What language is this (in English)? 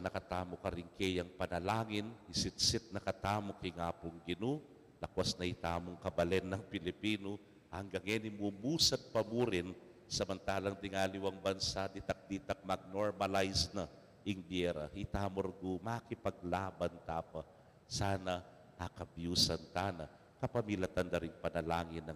Pampanga